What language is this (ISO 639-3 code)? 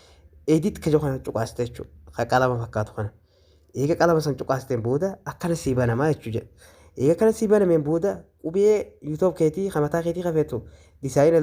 orm